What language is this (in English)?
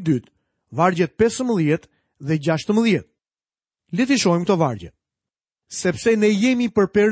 Albanian